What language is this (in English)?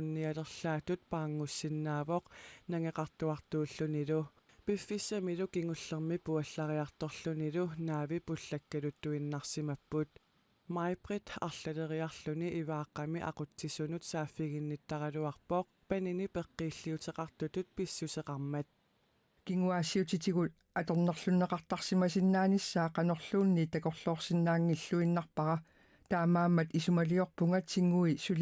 Kalaallisut